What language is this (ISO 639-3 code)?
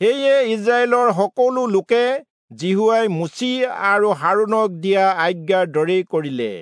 asm